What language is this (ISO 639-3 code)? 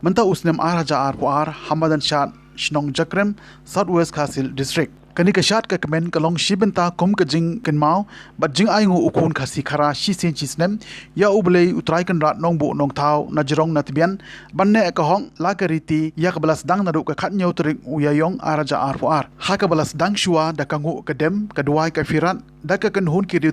kha